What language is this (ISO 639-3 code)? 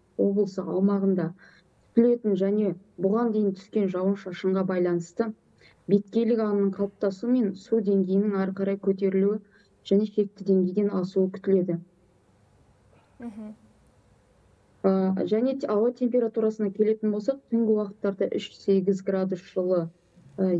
kaz